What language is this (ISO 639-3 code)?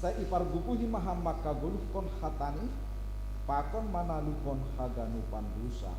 bts